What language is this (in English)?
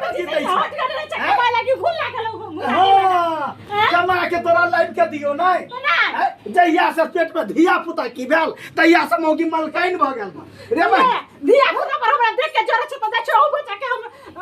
Maithili